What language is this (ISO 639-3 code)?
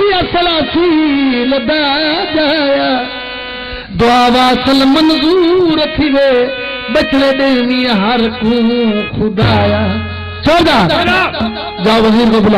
skr